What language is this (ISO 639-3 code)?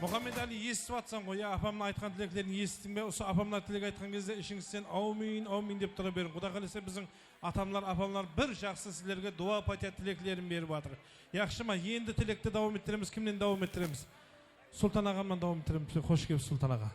kaa